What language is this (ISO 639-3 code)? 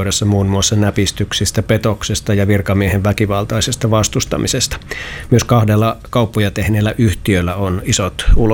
fin